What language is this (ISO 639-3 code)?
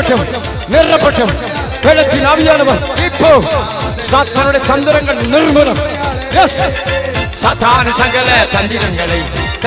tam